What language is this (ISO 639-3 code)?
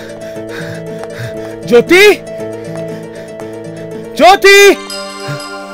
bho